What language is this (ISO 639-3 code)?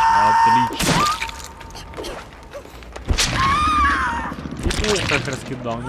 rus